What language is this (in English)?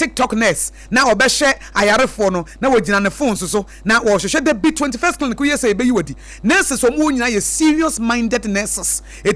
Akan